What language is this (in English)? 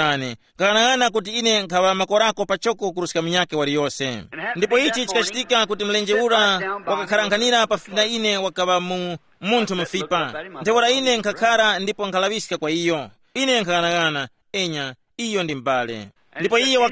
Tumbuka